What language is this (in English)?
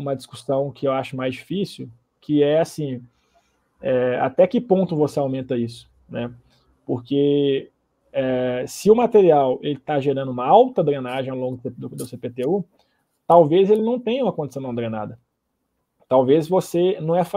Portuguese